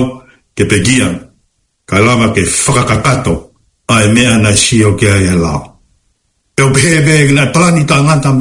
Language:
Tongan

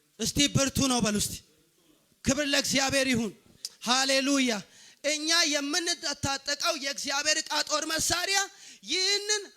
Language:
Amharic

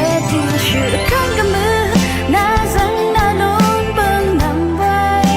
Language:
Rawang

